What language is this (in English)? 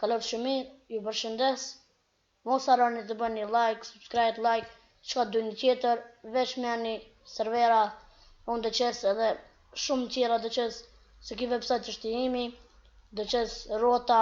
Albanian